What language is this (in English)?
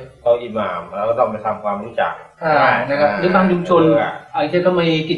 Thai